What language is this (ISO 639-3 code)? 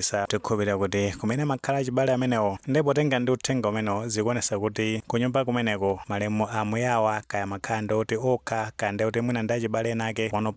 nya